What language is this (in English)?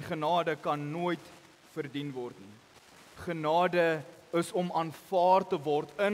Afrikaans